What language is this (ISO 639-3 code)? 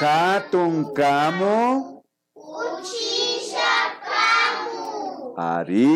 qvi